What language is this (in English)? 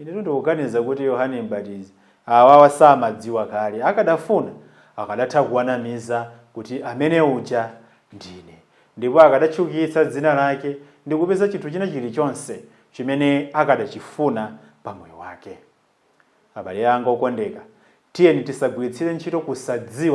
Nyanja